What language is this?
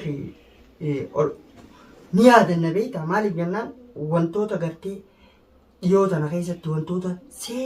Oromo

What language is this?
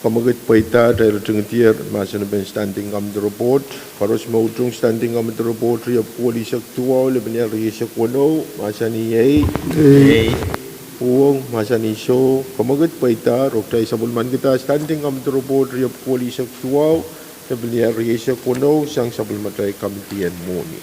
Pohnpeian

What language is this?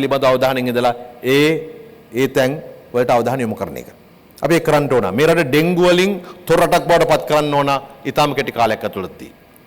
Sinhala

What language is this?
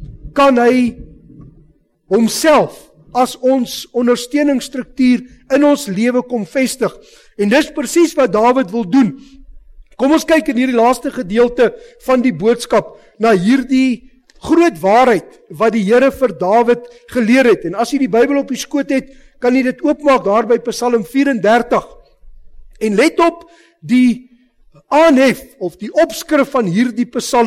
Afrikaans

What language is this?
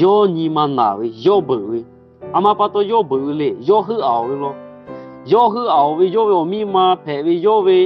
Lahu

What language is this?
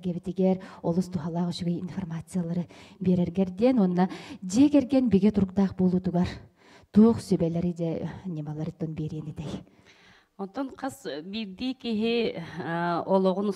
Yakut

